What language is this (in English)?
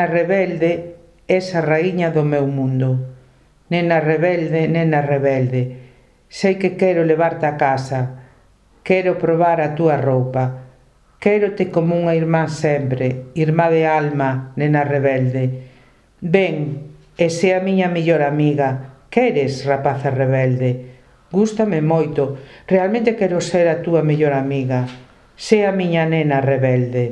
Galician